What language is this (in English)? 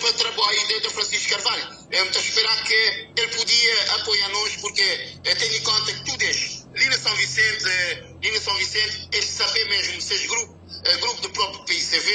Kabuverdianu